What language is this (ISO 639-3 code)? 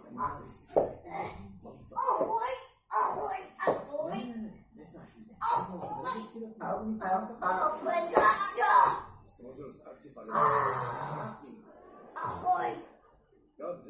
ces